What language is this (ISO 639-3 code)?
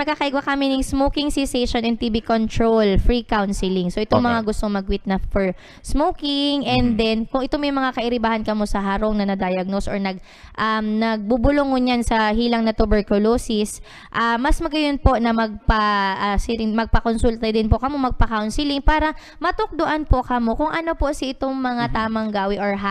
bik